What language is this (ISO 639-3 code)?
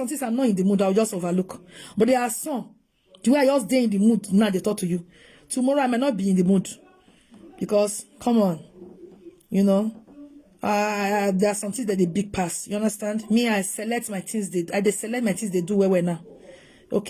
pcm